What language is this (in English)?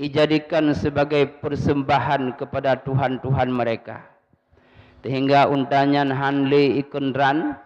Achinese